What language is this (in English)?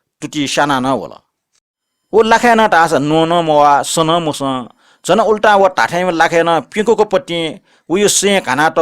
Newari